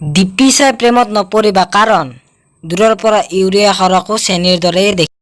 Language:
Assamese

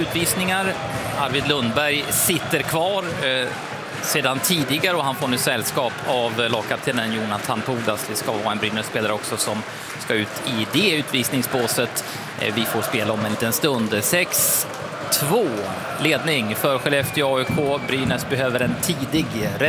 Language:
Swedish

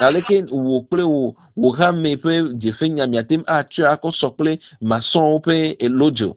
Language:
Ewe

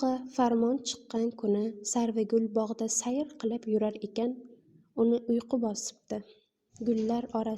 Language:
Uzbek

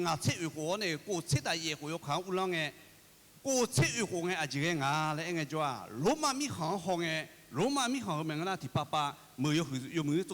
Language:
Akha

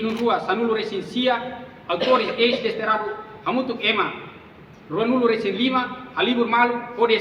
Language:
Tetum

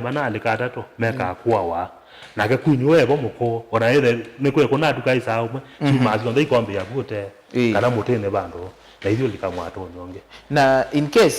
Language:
Kamba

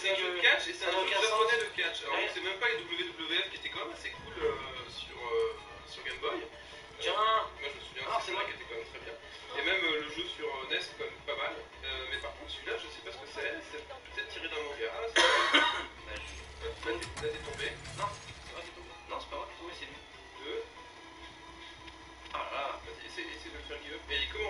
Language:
French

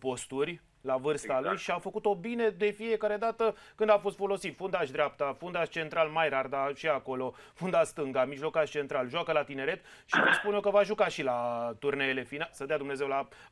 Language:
Romanian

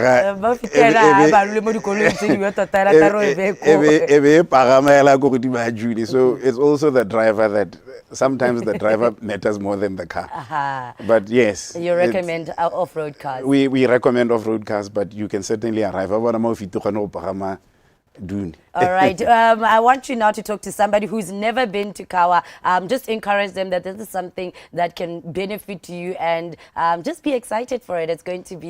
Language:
Tswana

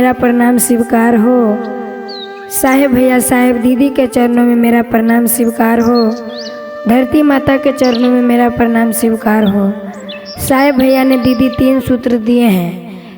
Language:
Magahi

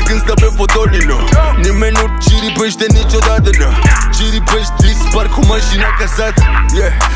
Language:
Romanian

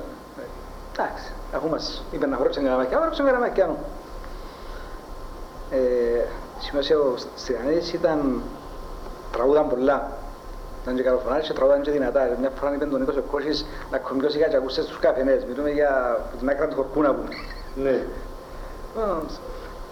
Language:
Greek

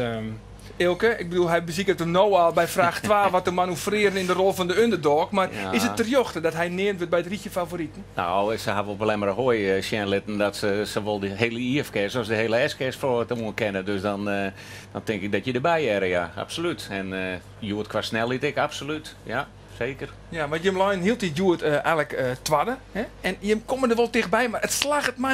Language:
Western Frisian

